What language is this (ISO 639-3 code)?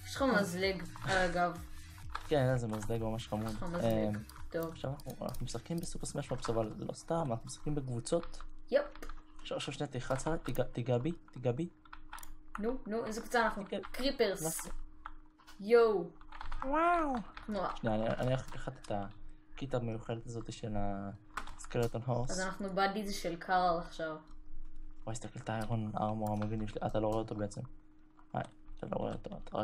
heb